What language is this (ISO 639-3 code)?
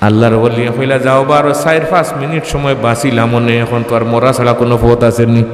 syl